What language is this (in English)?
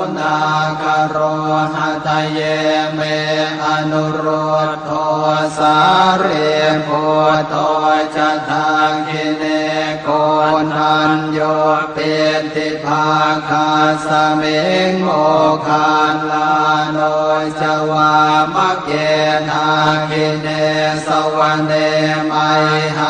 Pali